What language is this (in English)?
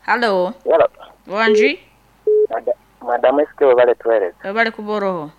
Nyankole